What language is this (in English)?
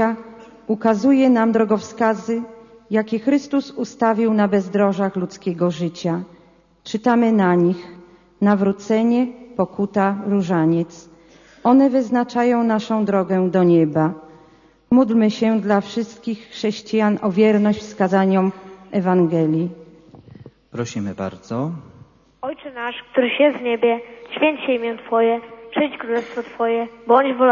Polish